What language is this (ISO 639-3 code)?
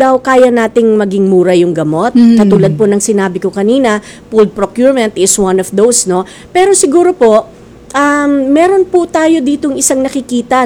fil